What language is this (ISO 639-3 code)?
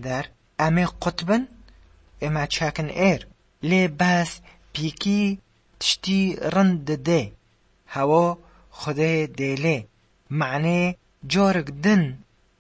kur